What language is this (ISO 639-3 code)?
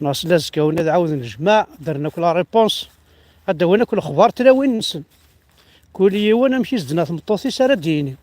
kab